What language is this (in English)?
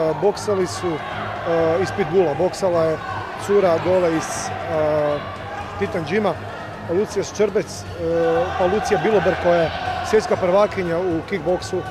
Croatian